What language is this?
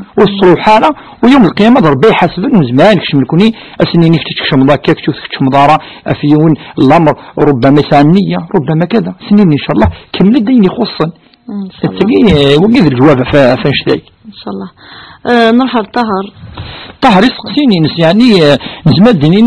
Kabyle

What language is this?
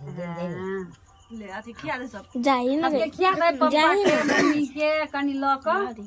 Maithili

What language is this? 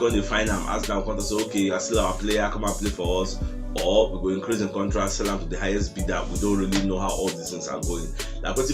Nigerian Pidgin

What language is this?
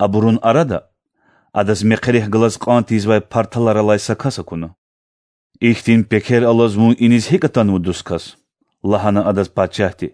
Lezghian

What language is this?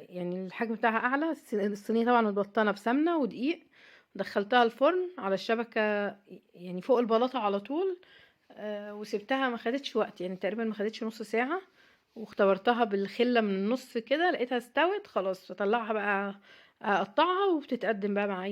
Egyptian Arabic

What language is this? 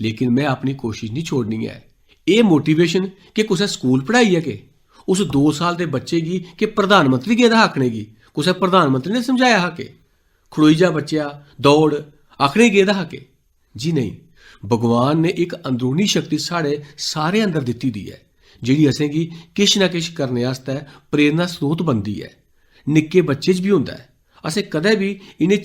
Dogri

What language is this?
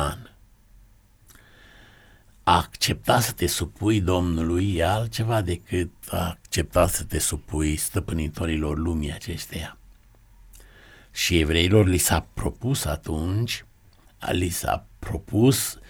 Romanian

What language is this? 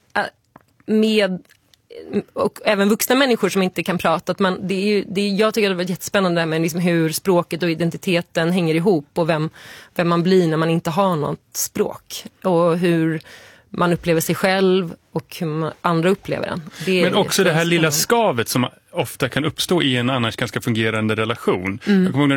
Swedish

